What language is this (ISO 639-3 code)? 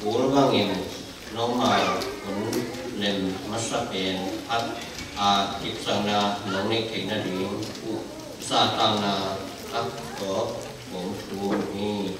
ctd